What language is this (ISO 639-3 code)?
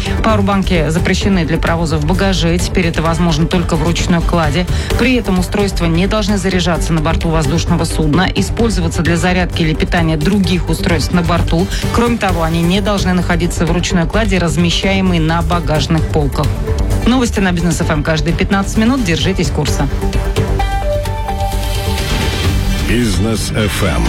rus